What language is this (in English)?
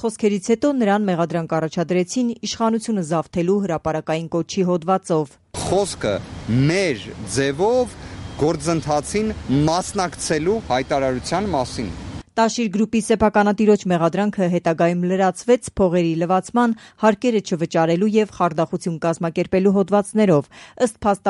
Armenian